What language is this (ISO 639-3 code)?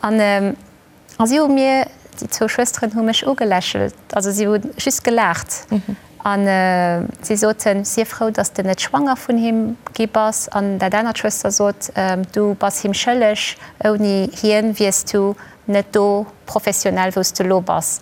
ltz